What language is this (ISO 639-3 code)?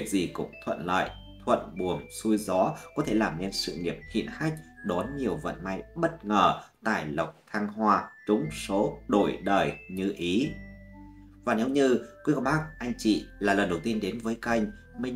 vie